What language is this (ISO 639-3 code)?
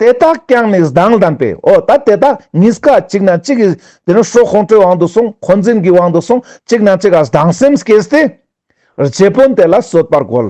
lbj